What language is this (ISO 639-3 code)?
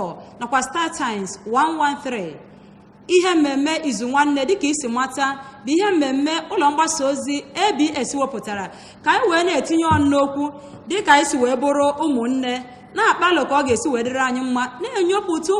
ibo